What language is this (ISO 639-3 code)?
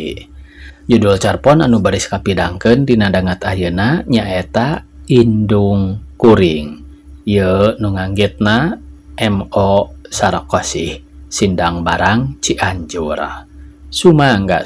sun